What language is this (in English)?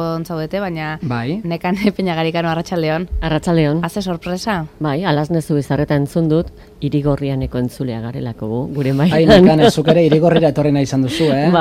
Basque